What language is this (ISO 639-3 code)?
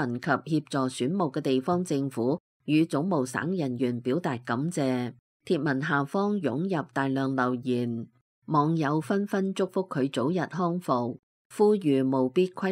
yue